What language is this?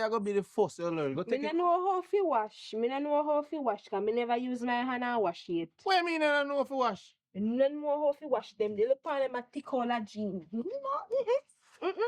Jamaican Creole English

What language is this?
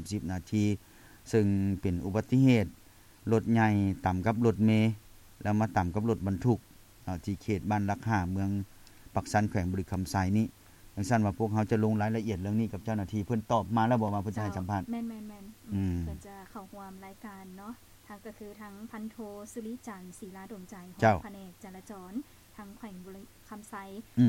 Lao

